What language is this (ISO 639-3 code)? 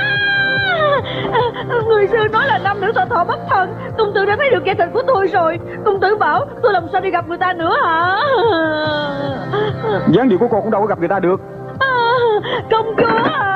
vie